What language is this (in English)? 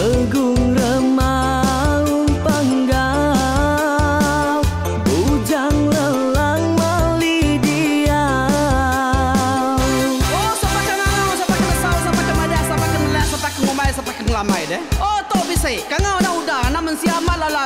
Iban